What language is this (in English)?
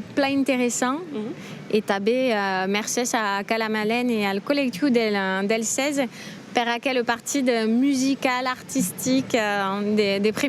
Occitan